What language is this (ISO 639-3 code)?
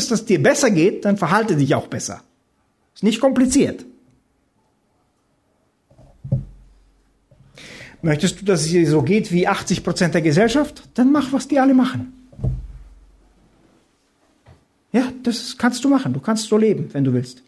deu